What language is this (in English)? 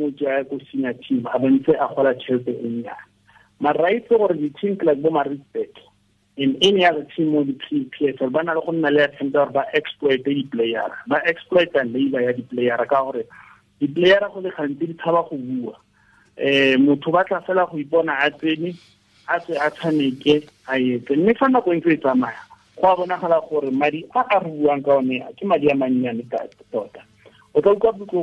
Tswana